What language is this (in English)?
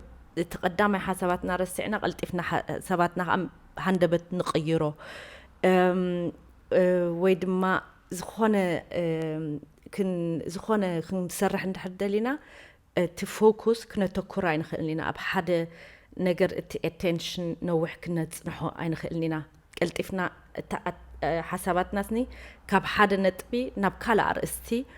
Tigrinya